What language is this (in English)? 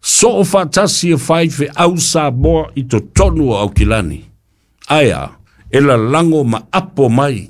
Samoan